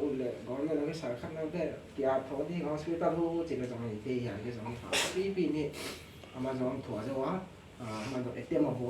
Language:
Tedim Chin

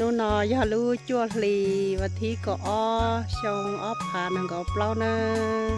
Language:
Hmong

